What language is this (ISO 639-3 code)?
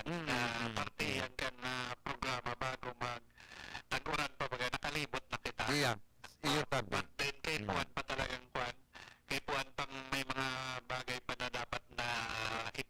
bik